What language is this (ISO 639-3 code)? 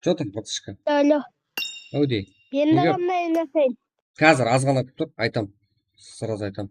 kaa